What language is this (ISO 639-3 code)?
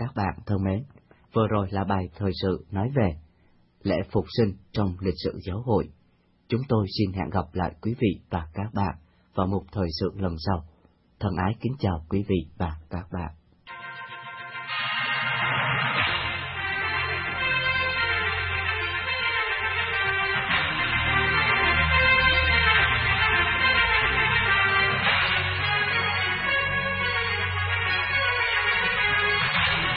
vie